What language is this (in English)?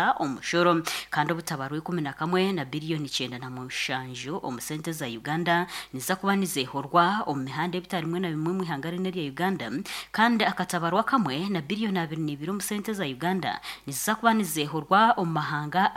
Nyankole